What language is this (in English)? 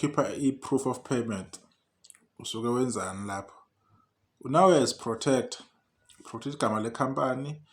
Zulu